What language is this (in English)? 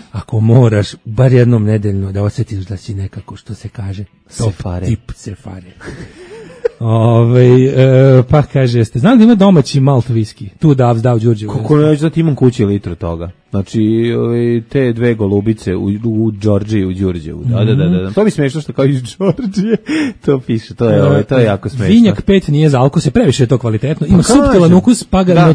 Serbian